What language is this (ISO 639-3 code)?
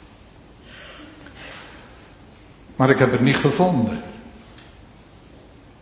nld